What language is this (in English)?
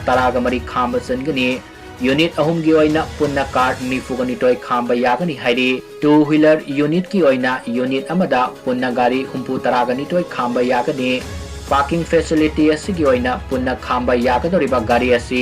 Manipuri